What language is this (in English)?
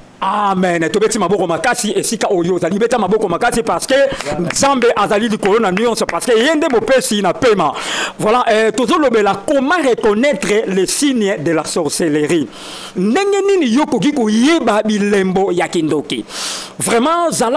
Lingala